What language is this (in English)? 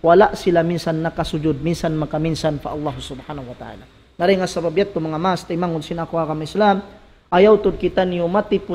Tausug